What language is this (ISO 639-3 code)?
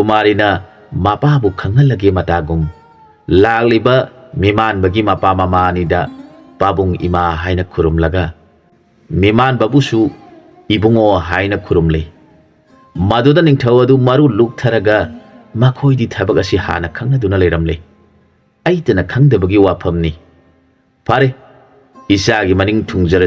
mni